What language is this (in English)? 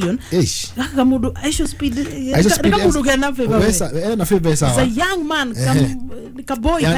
Kikuyu